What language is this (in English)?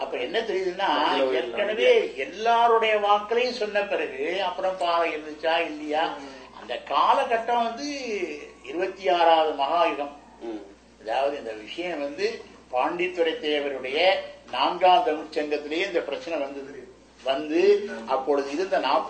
Tamil